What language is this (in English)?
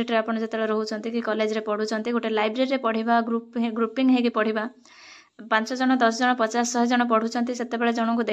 Odia